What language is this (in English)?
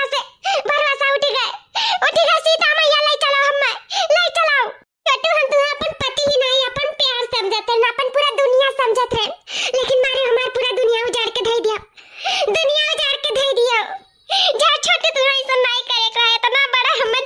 Awadhi